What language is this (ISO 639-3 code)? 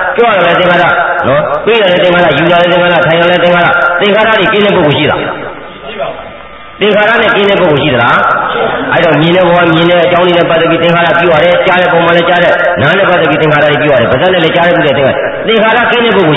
mya